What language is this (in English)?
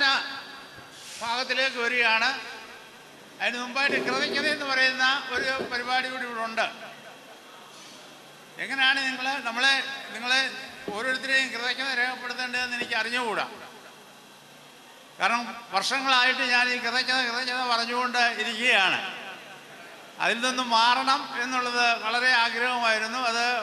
Malayalam